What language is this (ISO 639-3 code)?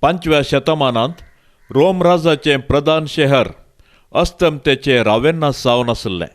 kok